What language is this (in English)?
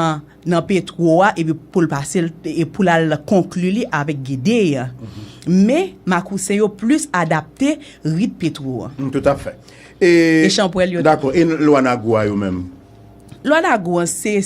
Haitian Creole